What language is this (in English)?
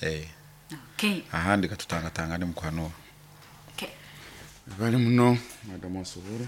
Nyoro